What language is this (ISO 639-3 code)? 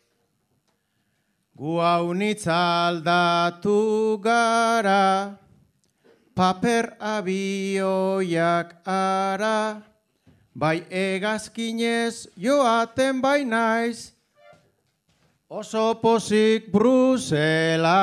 eus